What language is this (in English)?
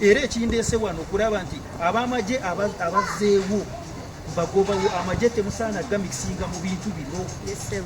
Ganda